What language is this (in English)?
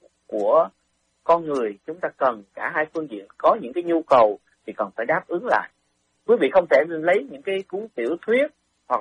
Vietnamese